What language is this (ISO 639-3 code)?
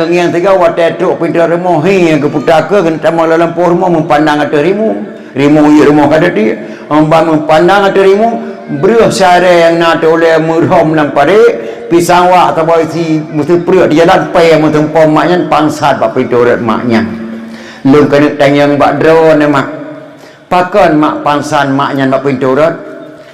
ace